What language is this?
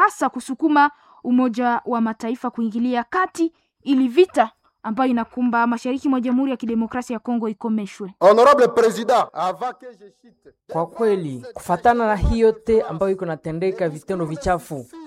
Swahili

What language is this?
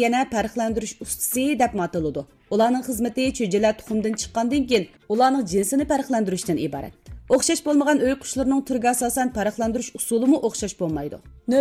Uyghur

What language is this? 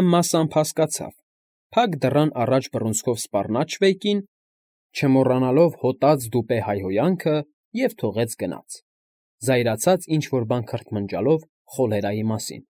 Armenian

